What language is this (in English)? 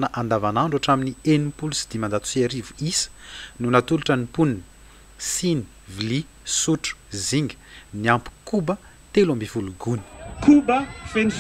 Malagasy